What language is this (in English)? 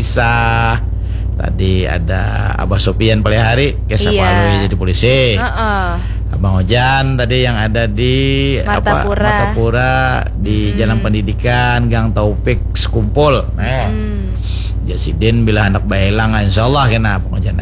Banjar